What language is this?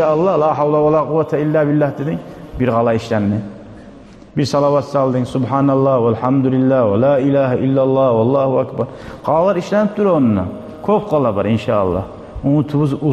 Kumyk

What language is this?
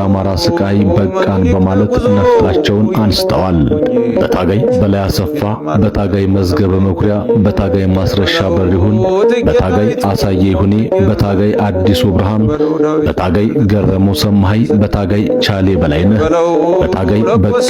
Amharic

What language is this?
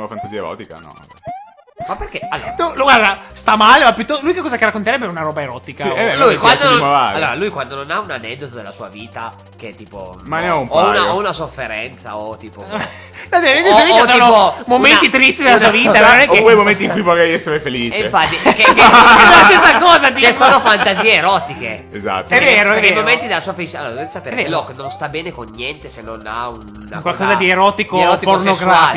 Italian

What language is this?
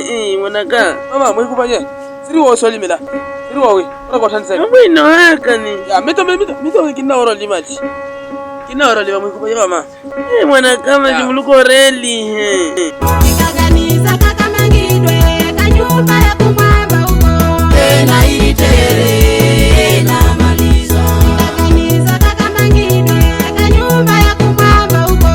Makhuwa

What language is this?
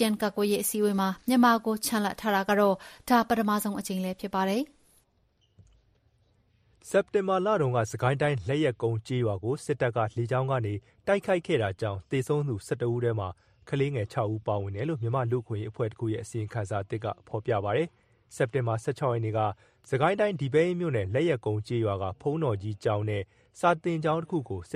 Burmese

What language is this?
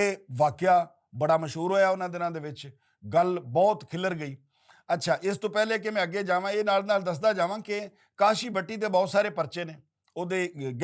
Western Panjabi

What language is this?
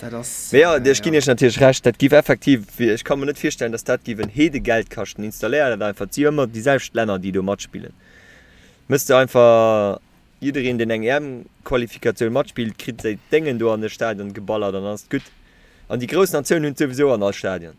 Luxembourgish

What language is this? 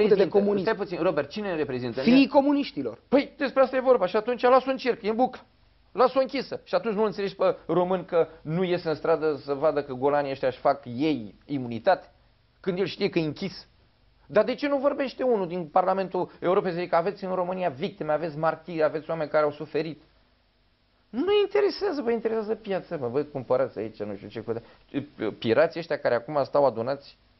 Romanian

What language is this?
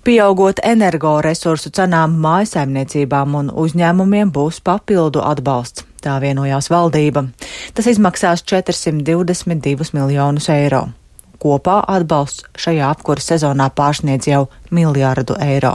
Latvian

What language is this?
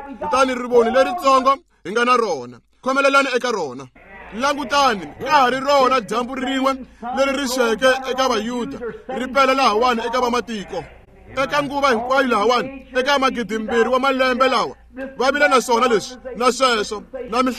Tsonga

